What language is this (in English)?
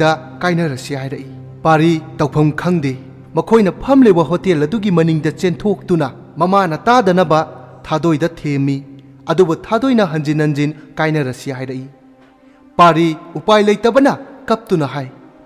Manipuri